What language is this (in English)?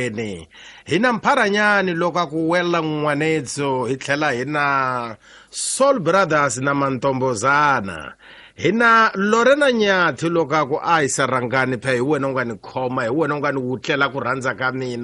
Tsonga